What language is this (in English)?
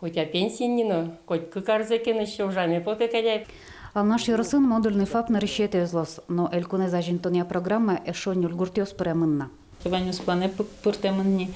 Udmurt